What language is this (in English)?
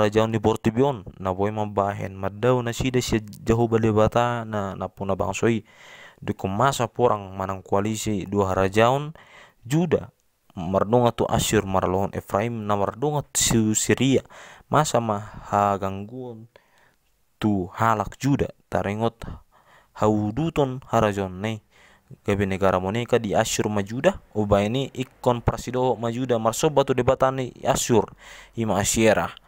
Batak Toba